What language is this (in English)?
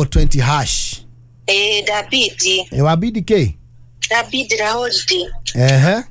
Kikuyu